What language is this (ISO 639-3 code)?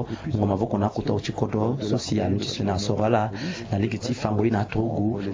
sag